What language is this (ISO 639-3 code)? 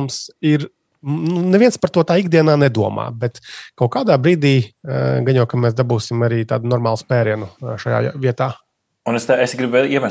lav